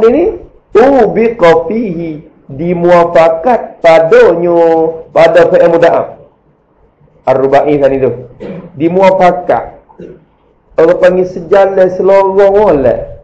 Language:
Malay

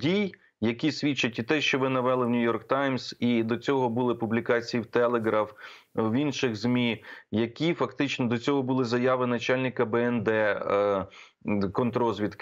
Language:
Ukrainian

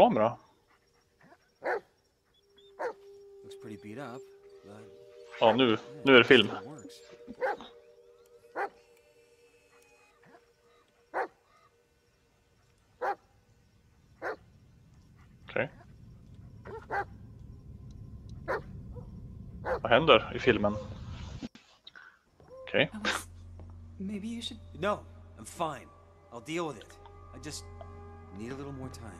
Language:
Swedish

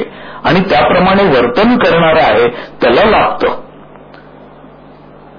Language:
Marathi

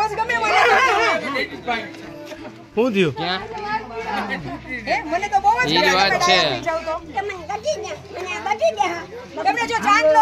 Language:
Gujarati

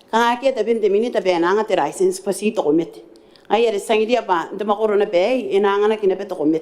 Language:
Gilbertese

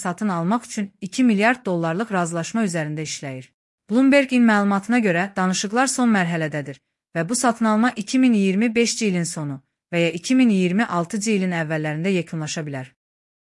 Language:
Azerbaijani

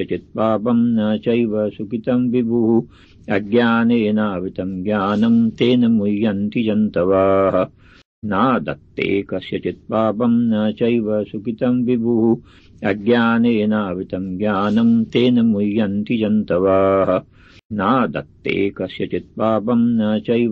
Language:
Sanskrit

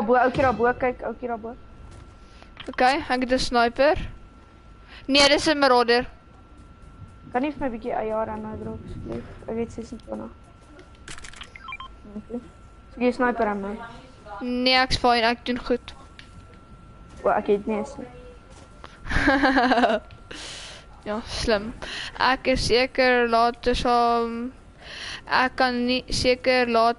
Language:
Afrikaans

